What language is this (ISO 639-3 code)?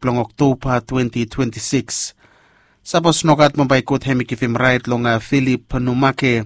bis